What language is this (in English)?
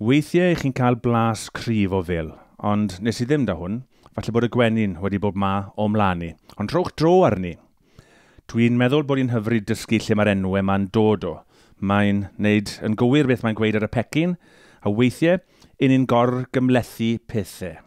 Welsh